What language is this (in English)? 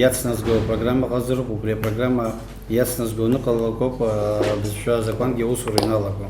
Abkhazian